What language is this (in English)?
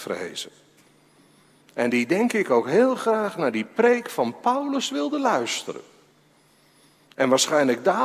Dutch